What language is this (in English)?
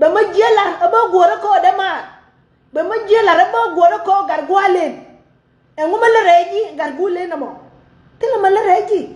Nuer